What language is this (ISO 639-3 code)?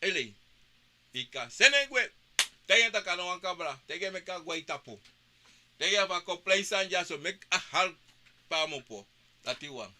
srn